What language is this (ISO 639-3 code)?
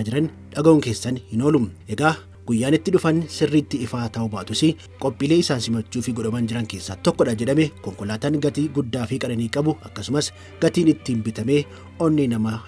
orm